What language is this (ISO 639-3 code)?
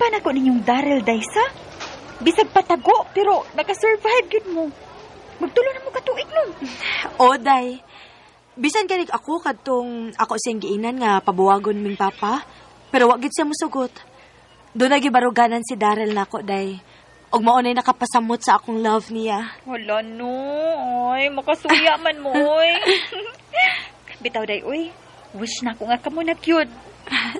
ceb